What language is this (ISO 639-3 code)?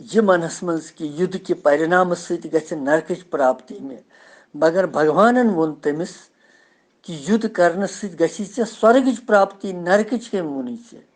kas